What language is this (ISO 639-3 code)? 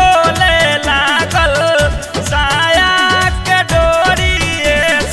bho